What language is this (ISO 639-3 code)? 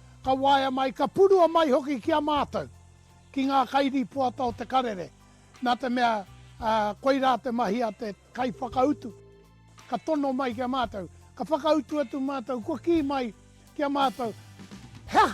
mri